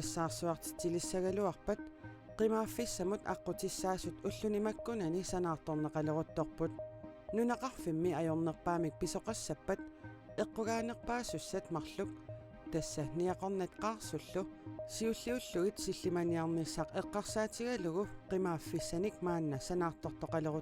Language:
Kalaallisut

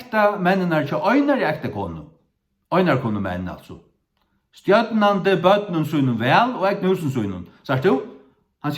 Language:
Faroese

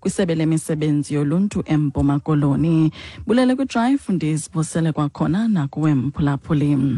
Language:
Xhosa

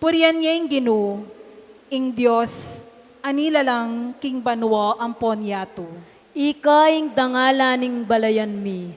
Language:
Pampanga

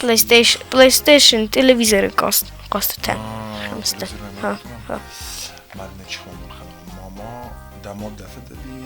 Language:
Ossetic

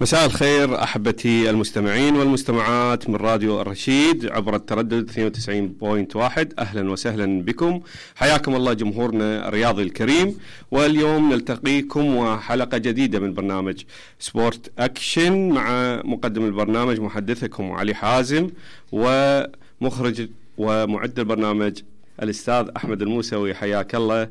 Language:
Mesopotamian Arabic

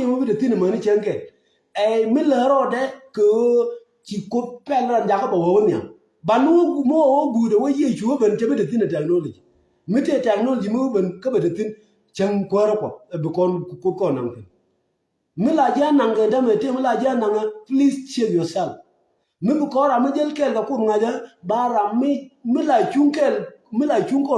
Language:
Nuer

